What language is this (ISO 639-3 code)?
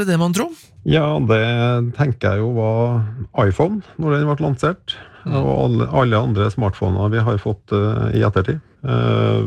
nor